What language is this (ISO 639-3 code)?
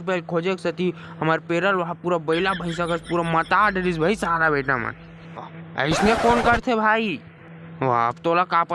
hne